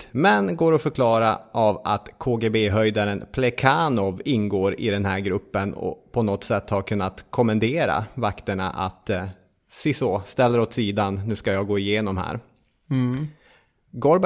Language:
Swedish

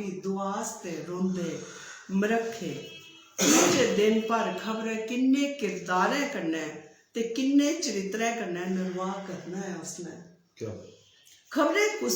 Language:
Dogri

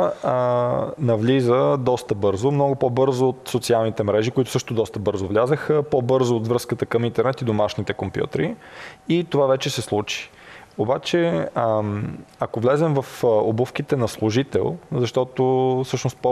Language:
Bulgarian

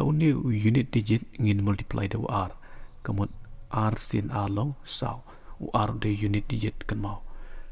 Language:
Khasi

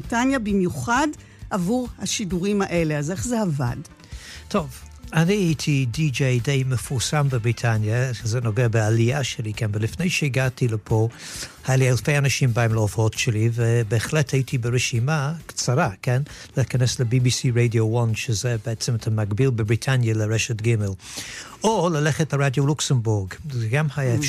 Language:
Hebrew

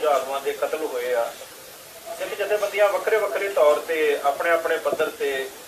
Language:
Punjabi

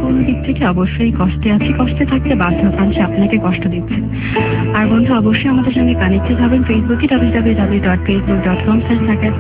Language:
Bangla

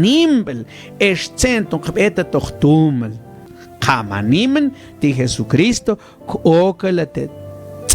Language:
Mam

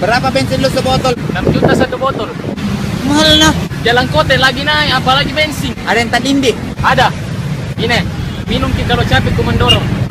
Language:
Makassar Malay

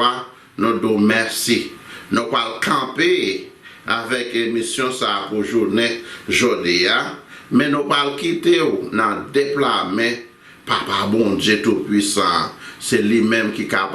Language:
Haitian Creole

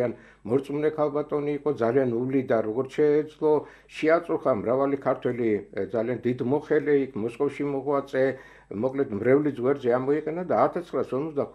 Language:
Georgian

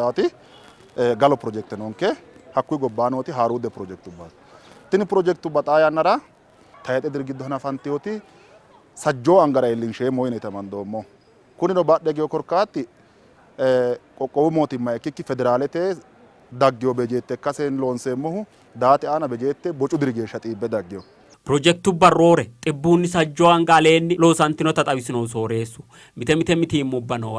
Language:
Sidamo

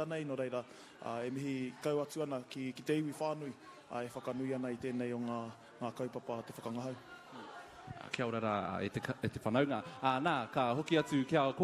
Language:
Māori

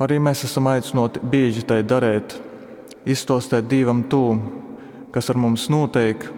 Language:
Latgalian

